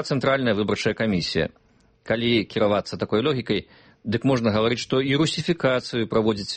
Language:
Belarusian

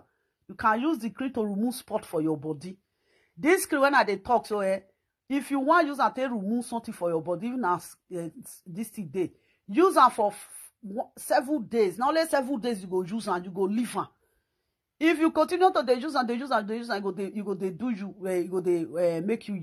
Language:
Nigerian Pidgin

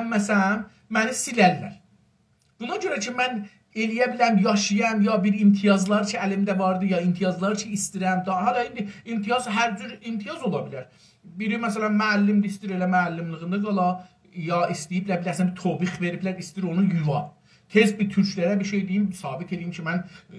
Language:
South Azerbaijani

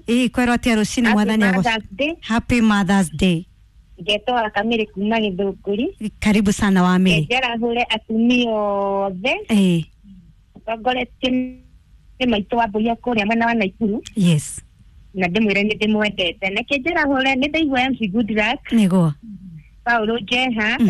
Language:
Kikuyu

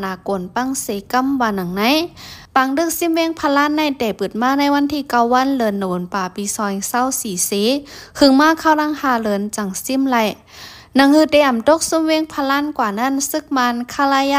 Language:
Shan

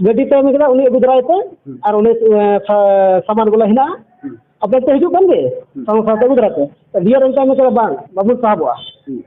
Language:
Santali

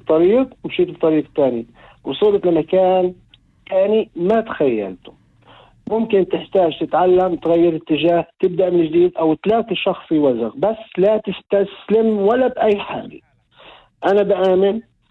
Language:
North Levantine Arabic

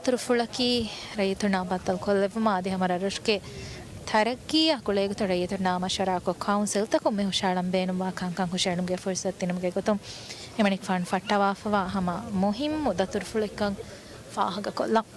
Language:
Divehi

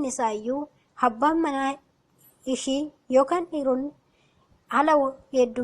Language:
Oromo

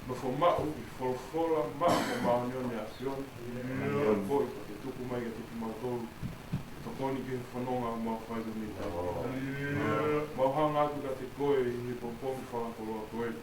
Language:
Tongan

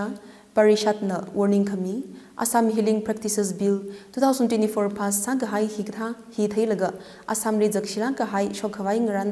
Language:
Tangkhul Naga (India)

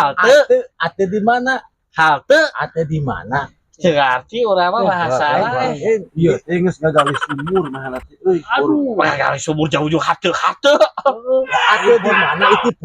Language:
Sundanese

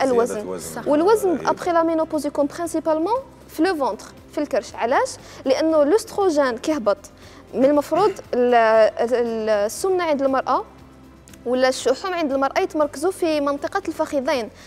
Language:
Algerian Arabic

